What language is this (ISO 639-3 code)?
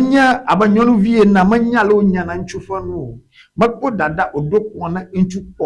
ewe